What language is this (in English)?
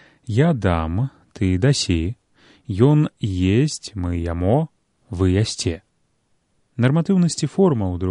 Belarusian